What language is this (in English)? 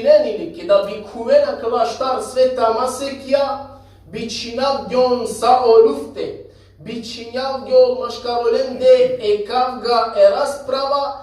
Balkan Romani